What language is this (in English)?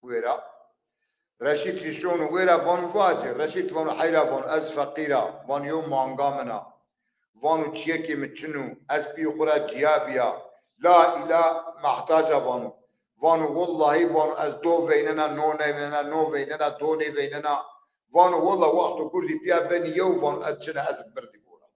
Zaza